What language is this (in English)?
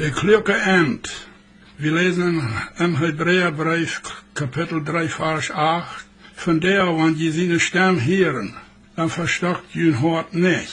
Plautdietsch